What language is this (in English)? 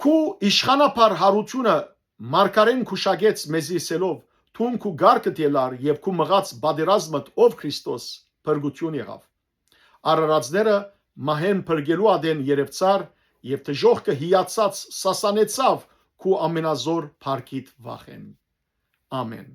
Western Armenian